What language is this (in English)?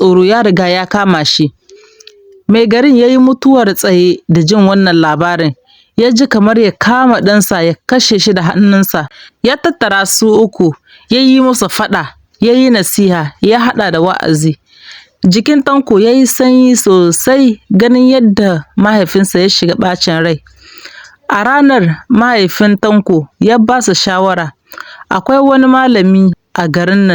Hausa